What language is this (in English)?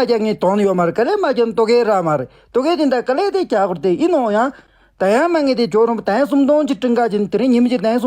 Tibetan